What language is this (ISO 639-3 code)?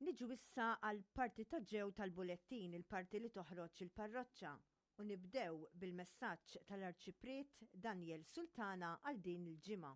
mlt